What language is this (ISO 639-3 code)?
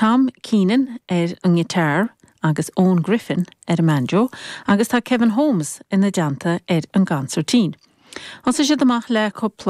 gle